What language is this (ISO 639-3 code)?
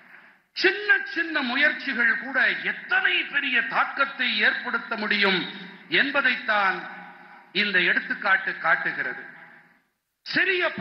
tam